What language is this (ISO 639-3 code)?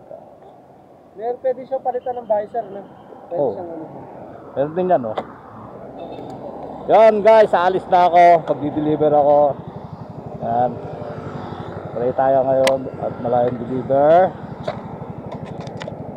fil